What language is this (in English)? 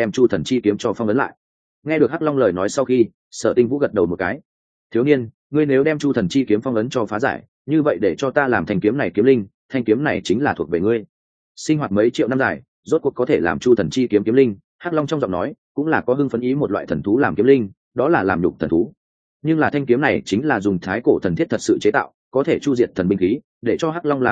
Vietnamese